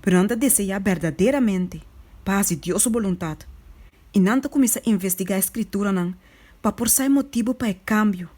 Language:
Papiamento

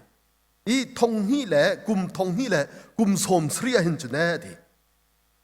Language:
Hakha Chin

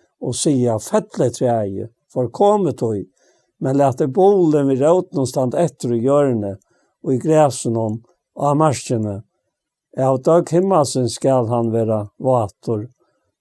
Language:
Faroese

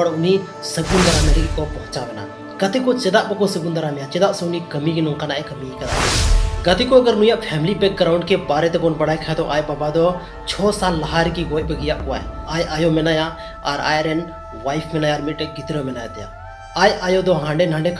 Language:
Santali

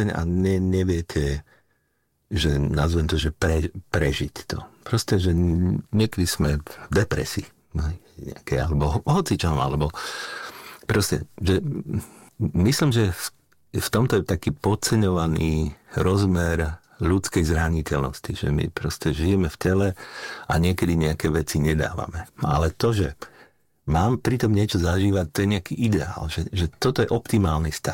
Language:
Slovak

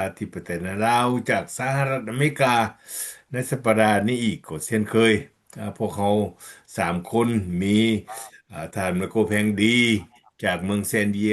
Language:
Lao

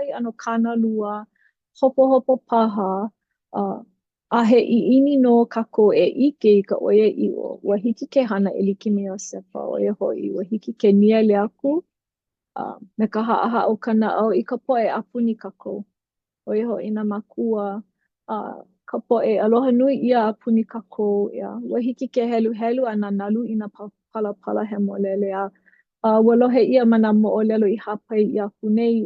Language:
Hawaiian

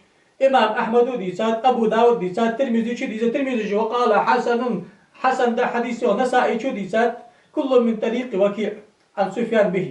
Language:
Ingush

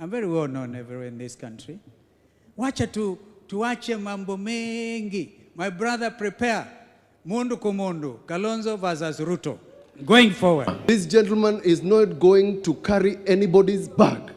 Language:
Kamba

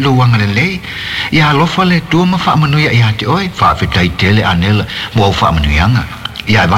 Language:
Samoan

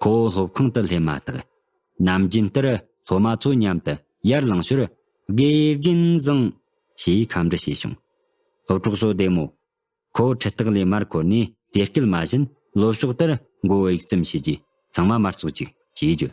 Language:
Tibetan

